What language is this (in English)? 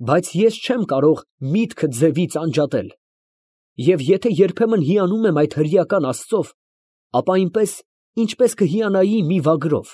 Armenian